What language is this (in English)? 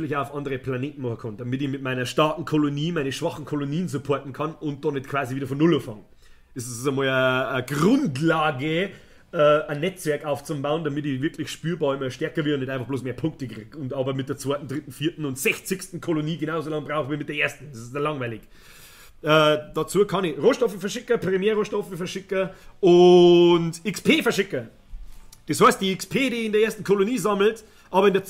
Bavarian